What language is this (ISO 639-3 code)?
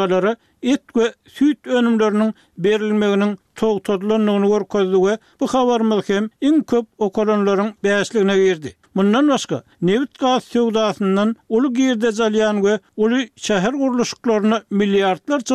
tuk